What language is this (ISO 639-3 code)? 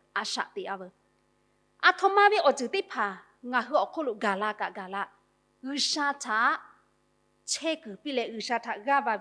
lhu